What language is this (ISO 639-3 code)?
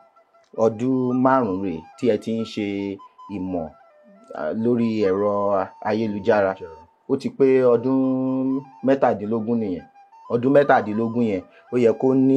yor